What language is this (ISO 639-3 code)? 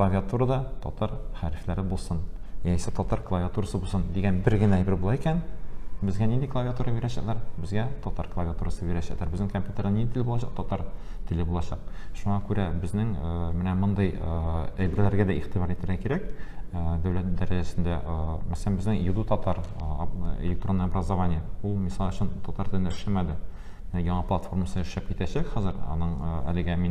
tat